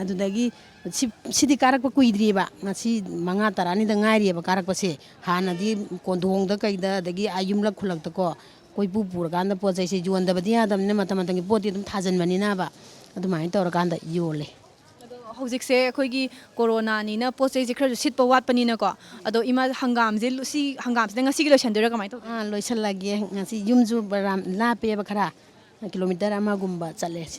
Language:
Manipuri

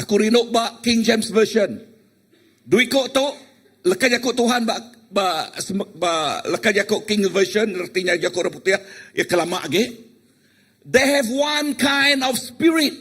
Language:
Iban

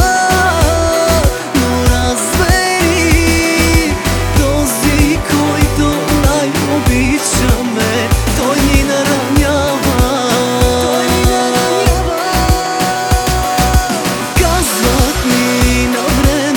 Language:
Bulgarian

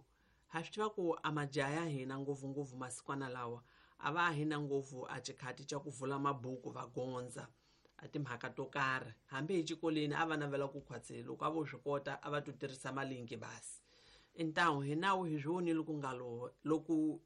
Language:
Tsonga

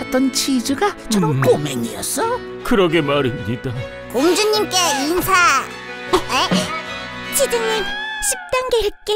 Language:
Korean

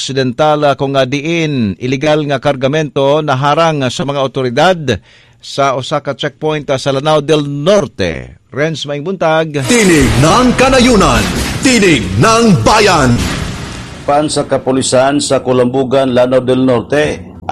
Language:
Cebuano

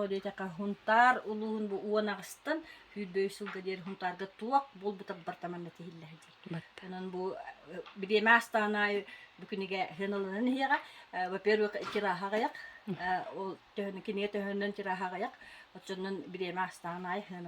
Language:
Yakut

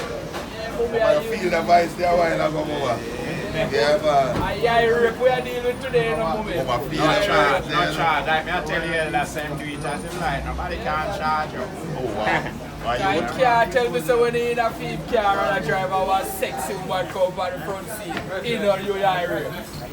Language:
Jamaican Creole English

